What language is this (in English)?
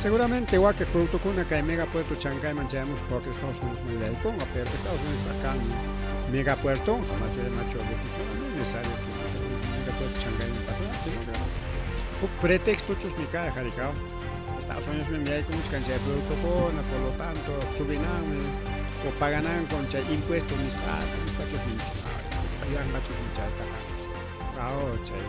Ayacucho Quechua